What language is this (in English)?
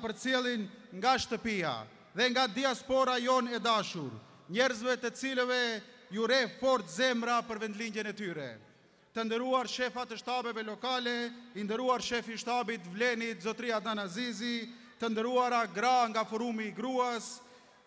Albanian